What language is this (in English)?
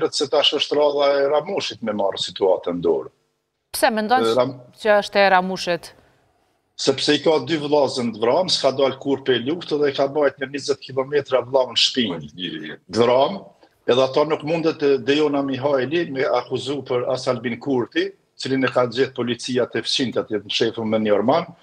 Albanian